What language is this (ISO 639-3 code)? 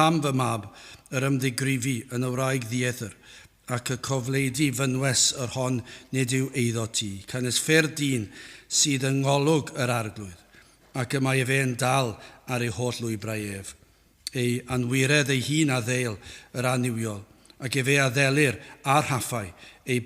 cym